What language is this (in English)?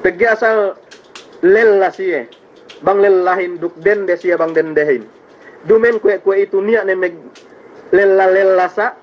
Yakan